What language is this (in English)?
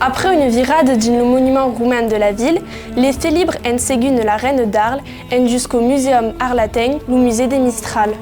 Occitan